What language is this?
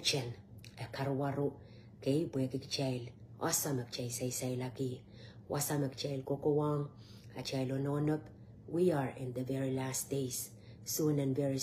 Pohnpeian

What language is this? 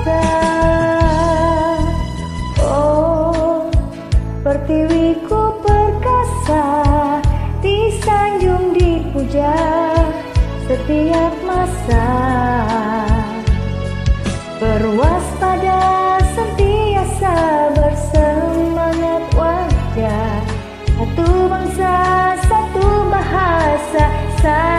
Malay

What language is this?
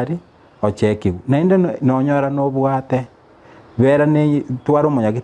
Gusii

